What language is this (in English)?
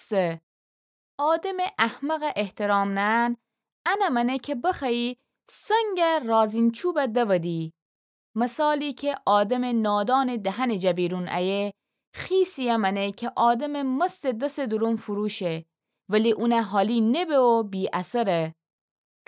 Gilaki